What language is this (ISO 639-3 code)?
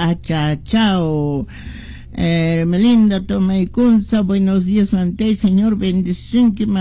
que